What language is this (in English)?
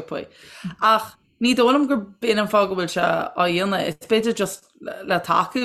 Irish